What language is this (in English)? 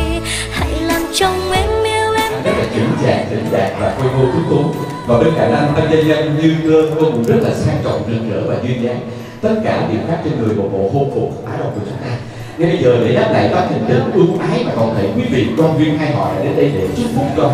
Vietnamese